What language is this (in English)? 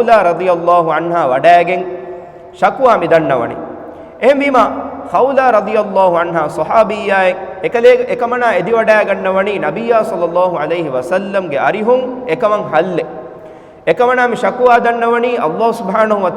Divehi